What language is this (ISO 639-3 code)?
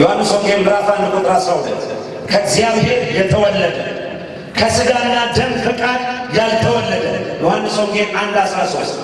amh